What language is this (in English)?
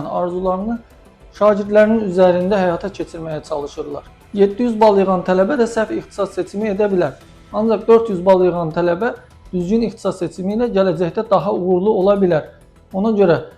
Azerbaijani